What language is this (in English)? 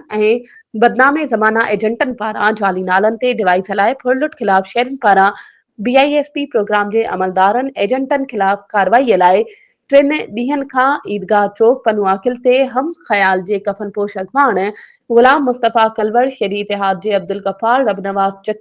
Sindhi